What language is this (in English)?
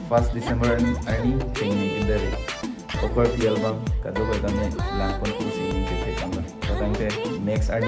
Karbi